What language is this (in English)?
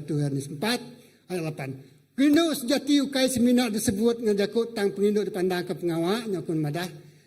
Iban